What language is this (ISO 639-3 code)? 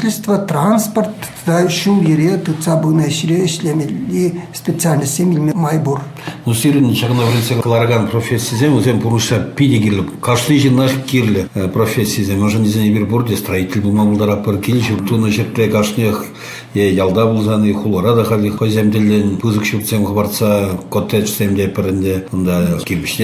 chv